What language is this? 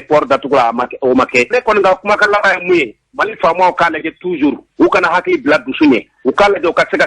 Bambara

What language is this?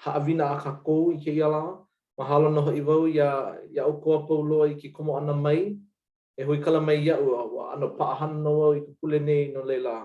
Hawaiian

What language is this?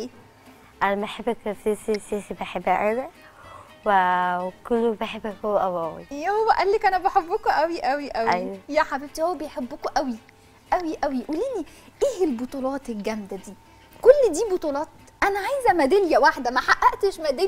Egyptian Arabic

